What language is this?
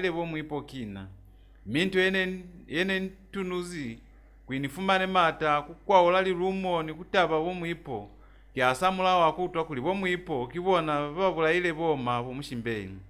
Lozi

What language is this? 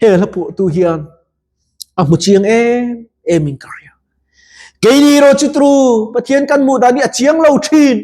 Mizo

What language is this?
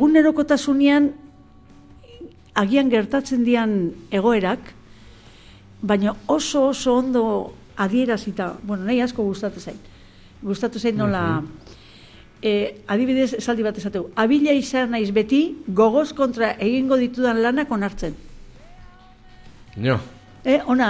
Basque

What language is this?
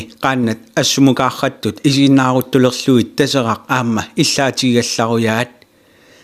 Kalaallisut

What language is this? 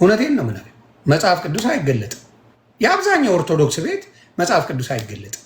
Amharic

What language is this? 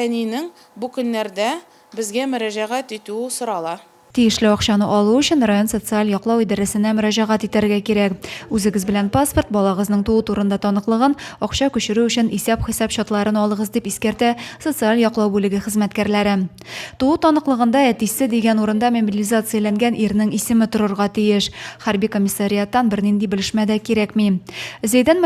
Tatar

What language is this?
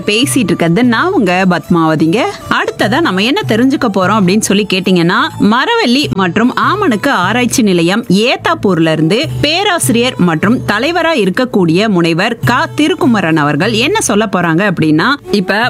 Tamil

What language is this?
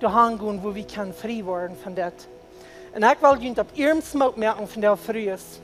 Plautdietsch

